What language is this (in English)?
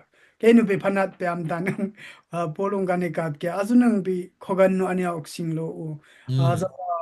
Dimasa